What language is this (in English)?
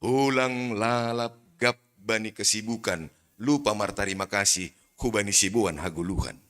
Batak Simalungun